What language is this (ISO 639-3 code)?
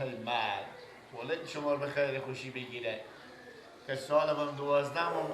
fas